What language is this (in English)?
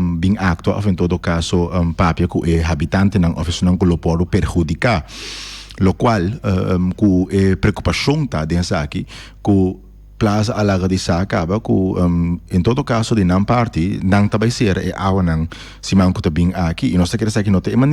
Papiamento